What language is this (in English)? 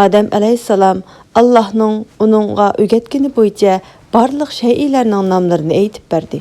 Uyghur